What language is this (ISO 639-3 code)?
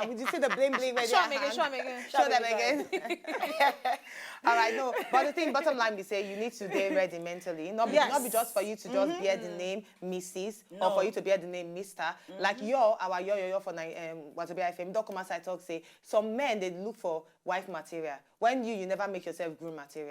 pcm